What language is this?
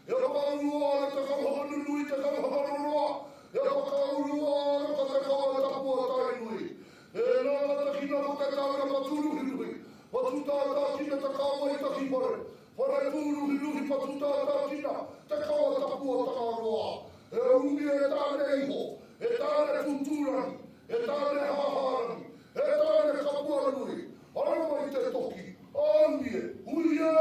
Māori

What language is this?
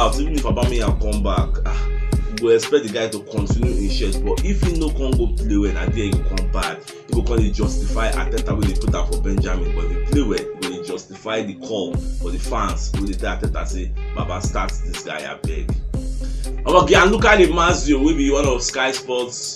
Nigerian Pidgin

